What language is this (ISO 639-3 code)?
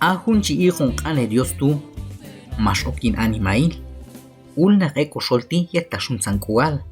kjb